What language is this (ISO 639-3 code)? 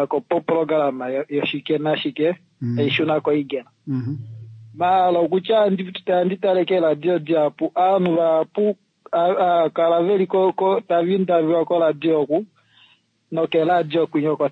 kua